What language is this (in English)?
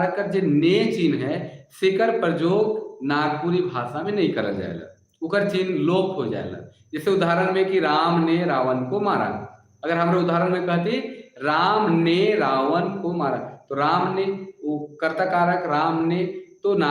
Sadri